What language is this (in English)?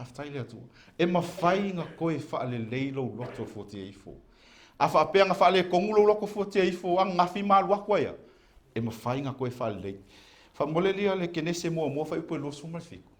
Samoan